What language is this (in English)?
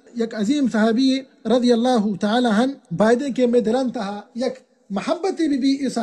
Baluchi